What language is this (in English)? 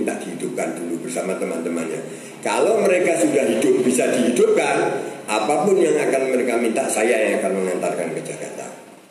Indonesian